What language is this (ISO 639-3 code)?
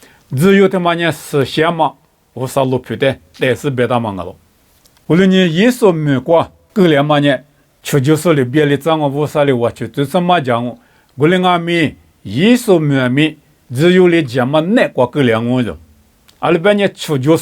lis